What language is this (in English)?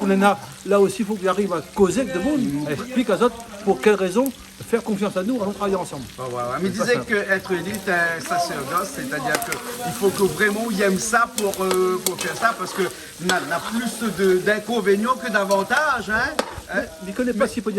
Réunion Creole French